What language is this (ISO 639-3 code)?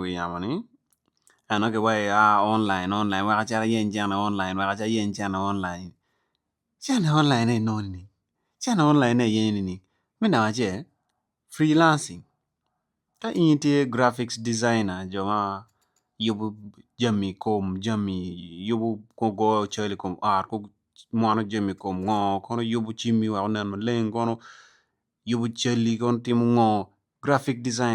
ach